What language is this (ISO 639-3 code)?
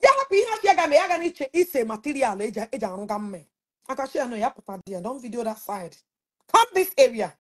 ibo